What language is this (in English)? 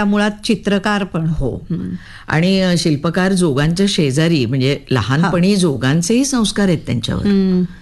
Marathi